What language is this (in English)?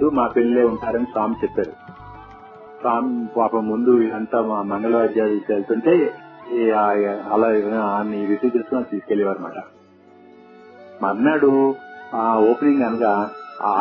Telugu